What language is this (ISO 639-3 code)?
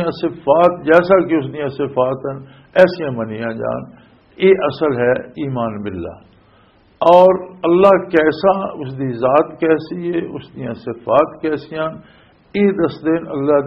lah